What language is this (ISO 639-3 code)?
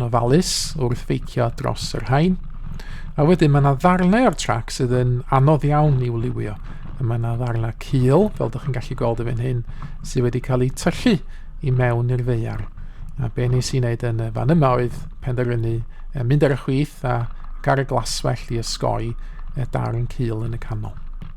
cym